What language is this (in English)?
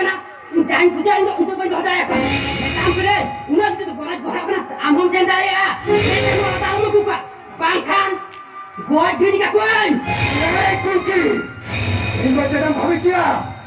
Santali